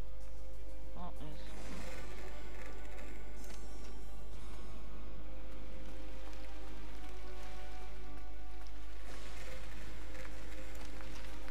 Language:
Polish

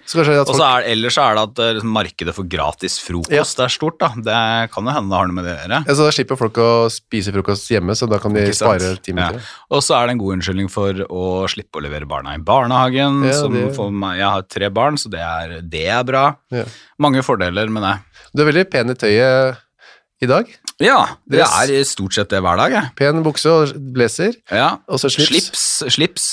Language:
Norwegian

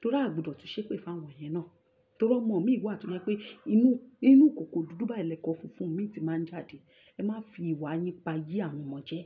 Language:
Yoruba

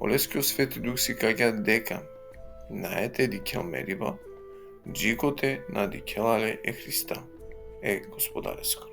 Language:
Balkan Romani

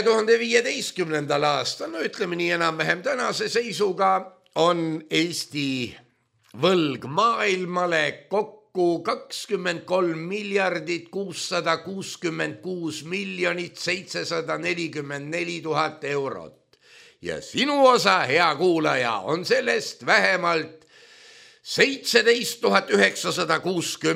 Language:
Estonian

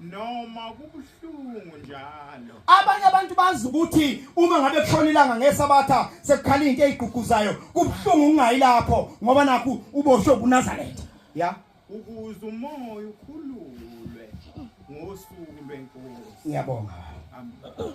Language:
Zulu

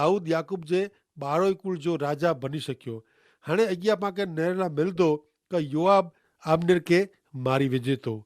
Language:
Kachhi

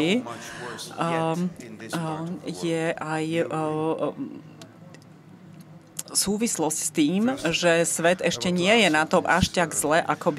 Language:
Slovak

